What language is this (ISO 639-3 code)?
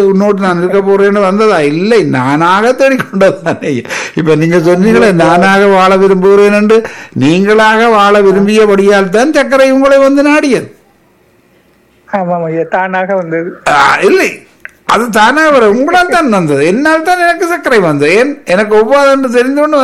tam